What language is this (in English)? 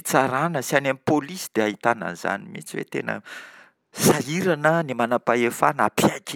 Malagasy